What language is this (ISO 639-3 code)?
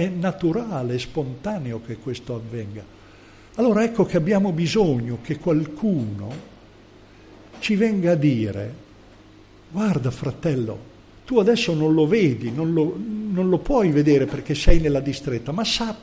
ita